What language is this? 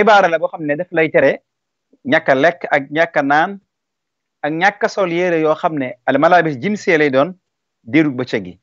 Wolof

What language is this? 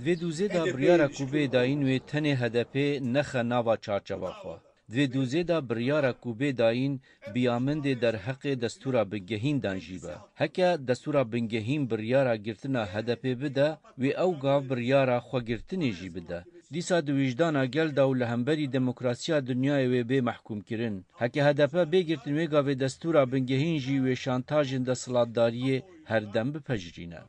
Kurdish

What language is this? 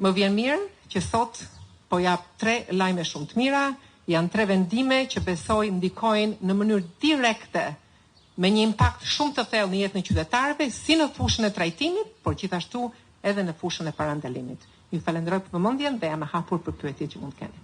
Albanian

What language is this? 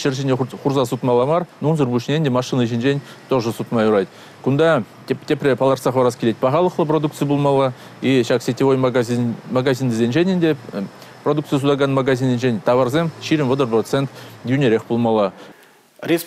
Chuvash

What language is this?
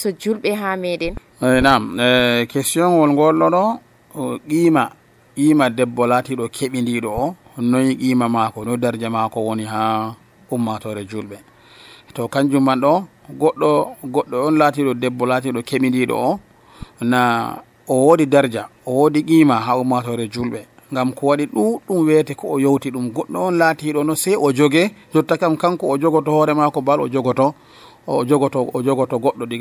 Nigerian Fulfulde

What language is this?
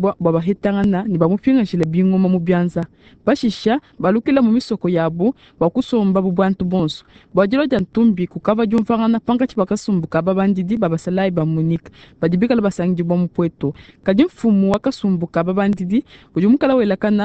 Luba-Lulua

